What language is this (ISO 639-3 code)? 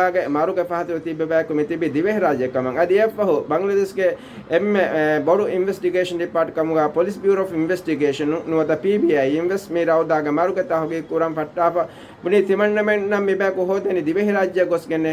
div